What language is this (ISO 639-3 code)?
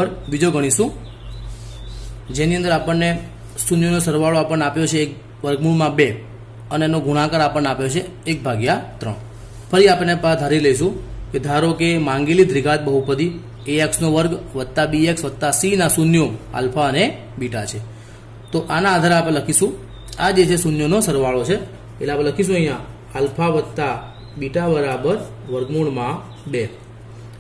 guj